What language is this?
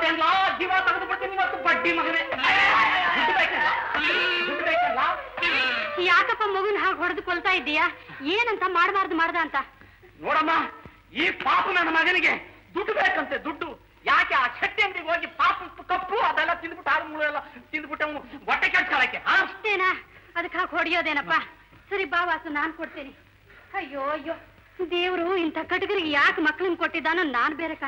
Kannada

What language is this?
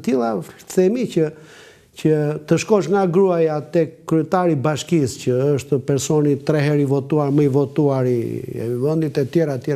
Albanian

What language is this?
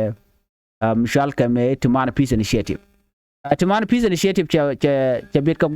Nuer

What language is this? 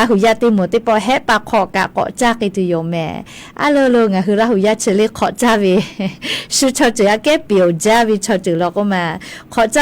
Lahu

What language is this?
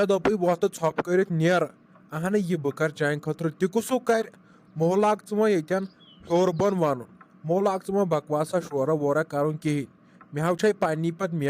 Kashmiri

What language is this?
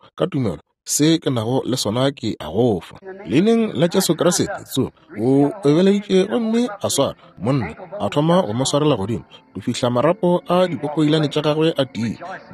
Northern Sotho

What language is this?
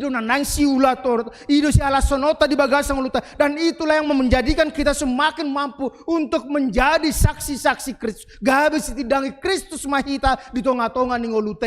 Batak Toba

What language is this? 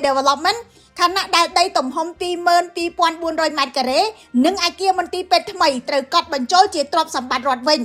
Khmer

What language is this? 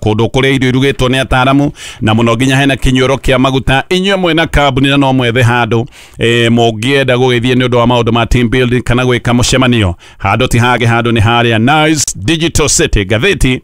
Kikuyu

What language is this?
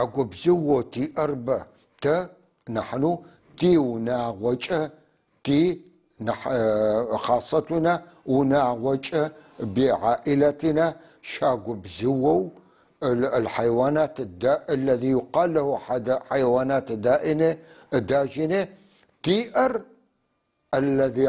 North Levantine Arabic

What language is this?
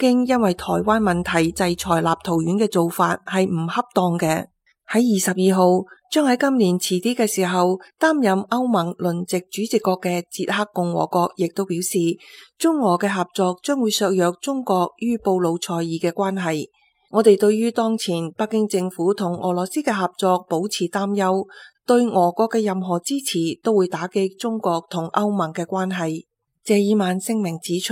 Cantonese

